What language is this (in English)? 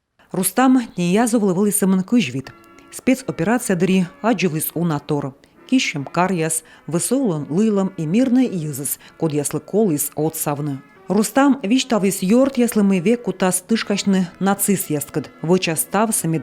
Komi